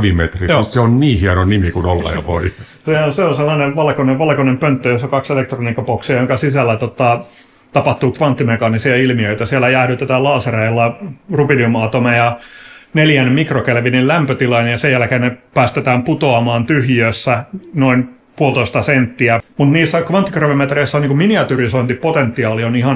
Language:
Finnish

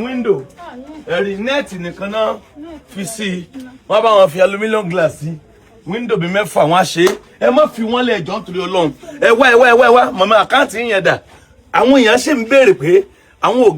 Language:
Yoruba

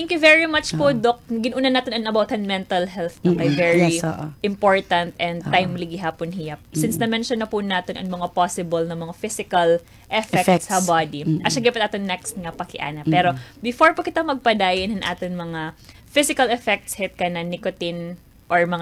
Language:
Waray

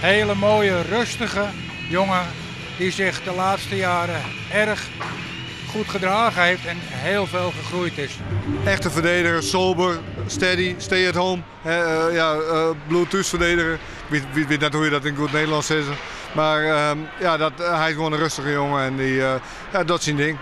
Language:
Western Frisian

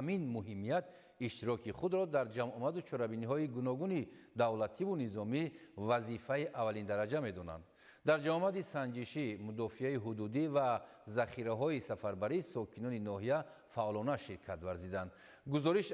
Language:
Tajik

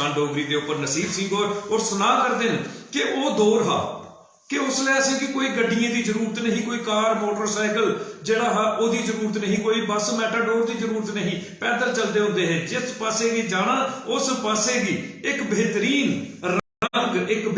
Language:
Dogri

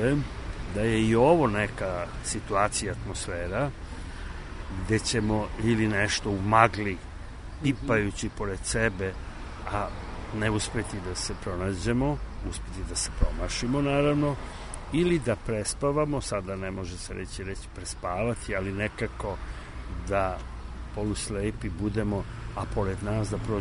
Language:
Serbian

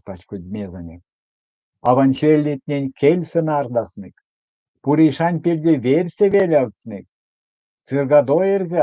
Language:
Erzya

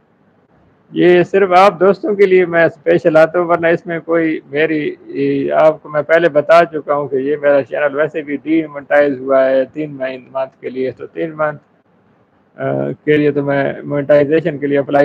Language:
Urdu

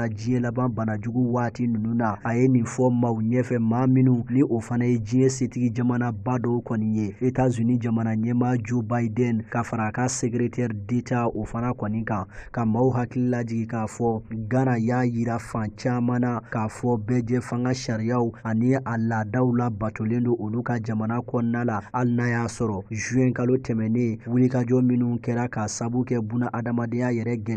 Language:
Bambara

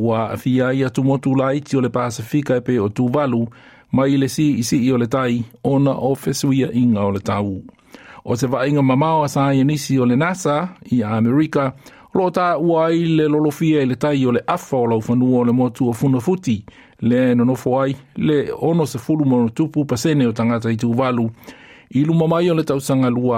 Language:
Samoan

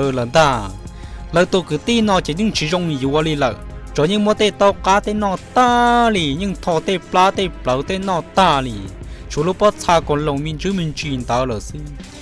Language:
Hmong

